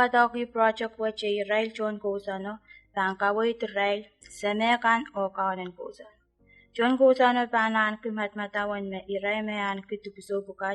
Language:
Pohnpeian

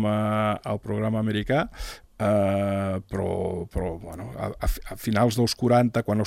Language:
Catalan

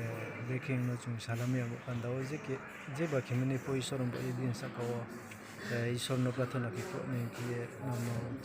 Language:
Riang (India)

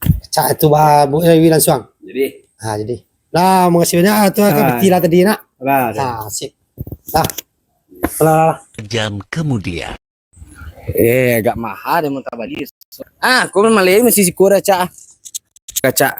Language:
Minangkabau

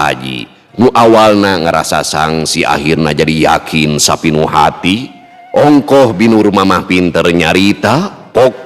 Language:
Sundanese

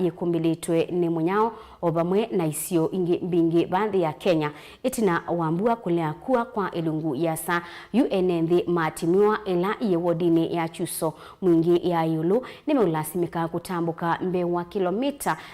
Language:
Kamba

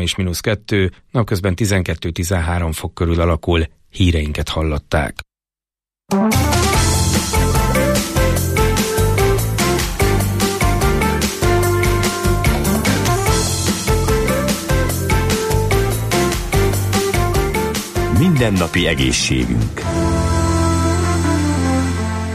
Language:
Hungarian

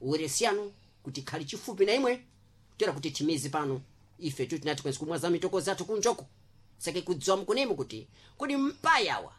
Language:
Sena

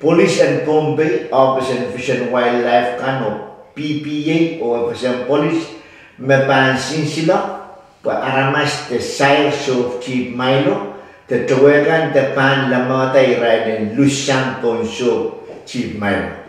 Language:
Pohnpeian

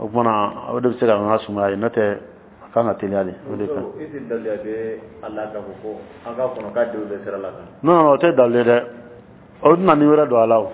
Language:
Dyula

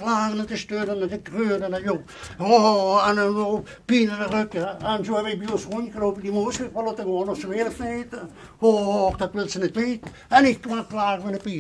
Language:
Limburgish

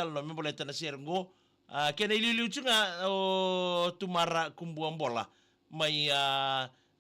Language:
Fijian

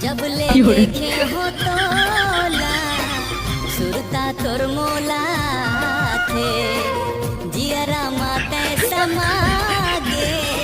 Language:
Chhattisgarhi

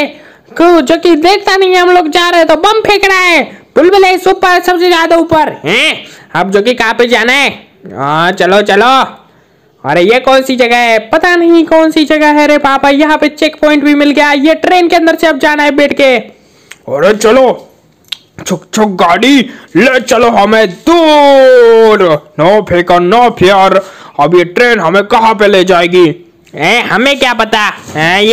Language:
Hindi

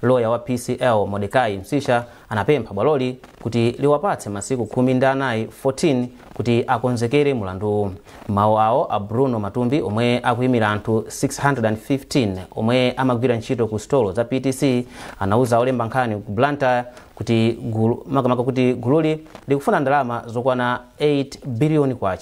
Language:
Nyanja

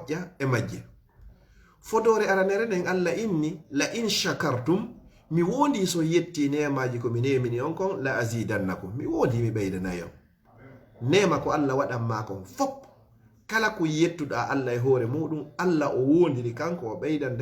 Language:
Fula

